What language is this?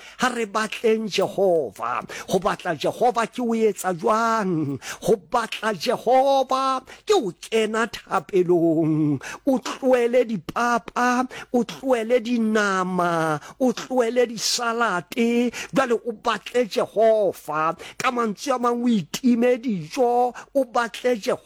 Southern Sotho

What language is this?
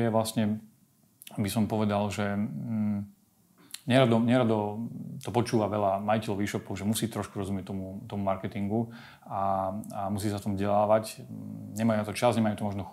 Slovak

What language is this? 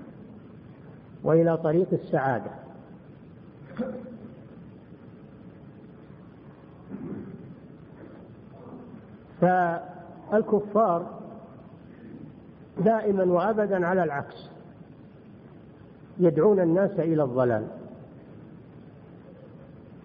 Arabic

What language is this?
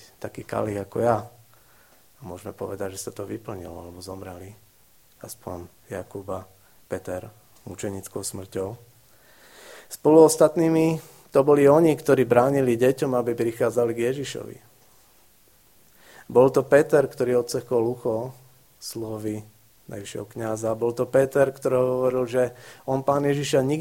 Slovak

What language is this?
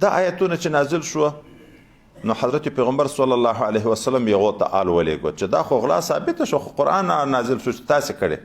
Pashto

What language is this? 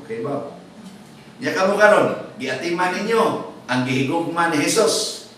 Cebuano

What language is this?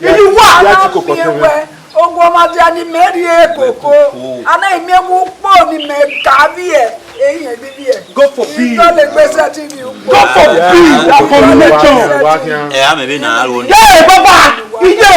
Bini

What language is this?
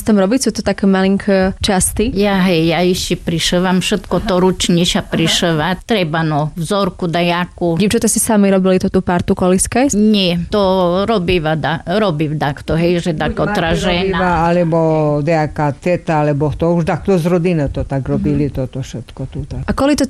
Slovak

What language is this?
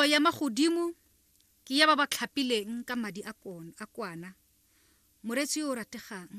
Tswana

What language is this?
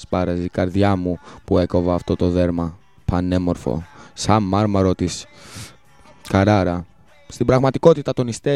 Greek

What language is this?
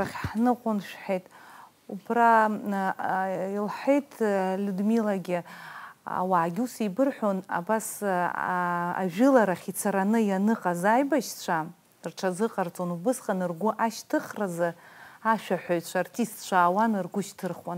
Abkhazian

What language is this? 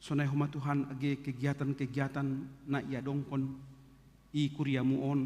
Batak Simalungun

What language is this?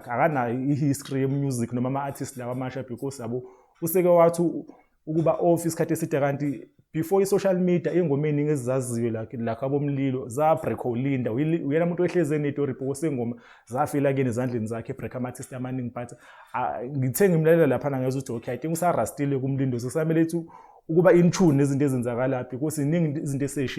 Zulu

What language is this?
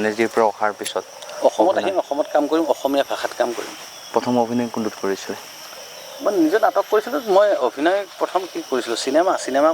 Assamese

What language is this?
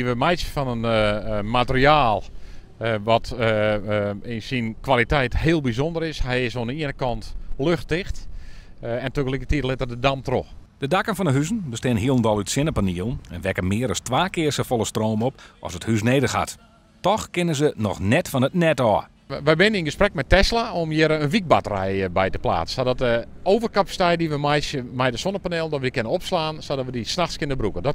Western Frisian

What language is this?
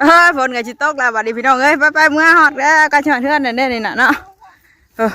Northeastern Thai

